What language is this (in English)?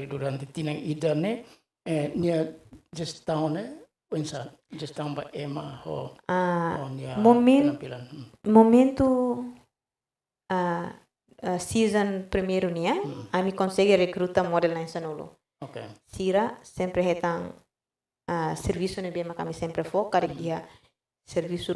Tetum